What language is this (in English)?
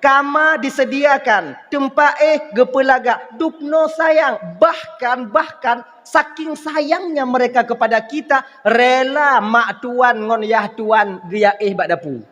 Achinese